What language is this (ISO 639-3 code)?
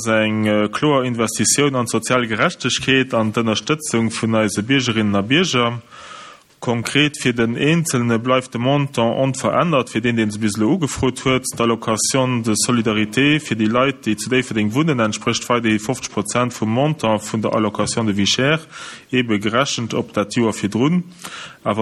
ltz